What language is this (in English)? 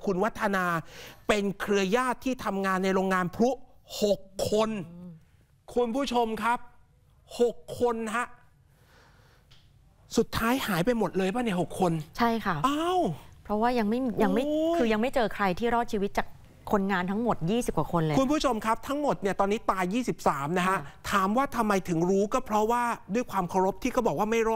Thai